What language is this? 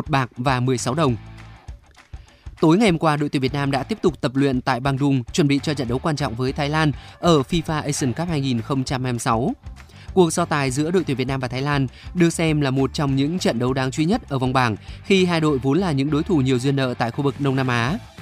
Vietnamese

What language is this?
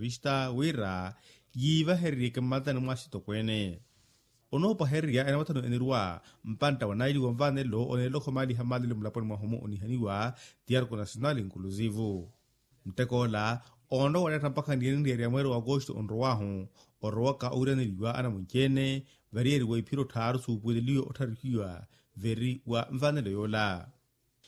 Makhuwa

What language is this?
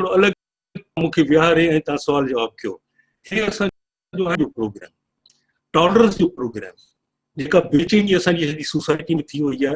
Sindhi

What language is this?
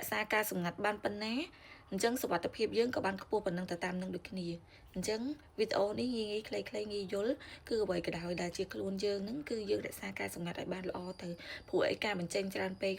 Khmer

